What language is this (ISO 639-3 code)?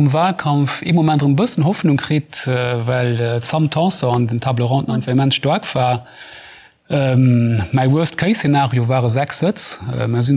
ltz